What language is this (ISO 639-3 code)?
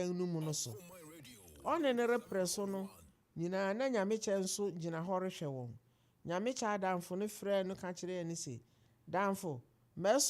aka